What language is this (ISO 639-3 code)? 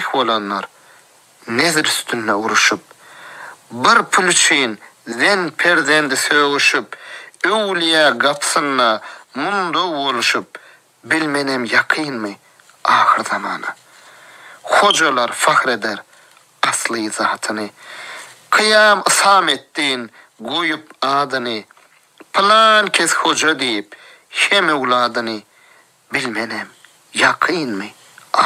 tuk